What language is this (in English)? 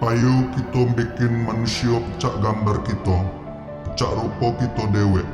Musi